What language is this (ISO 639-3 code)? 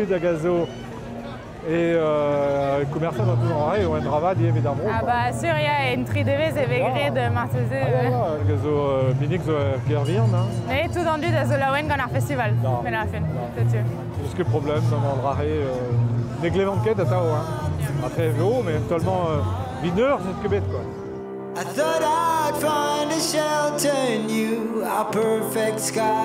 bre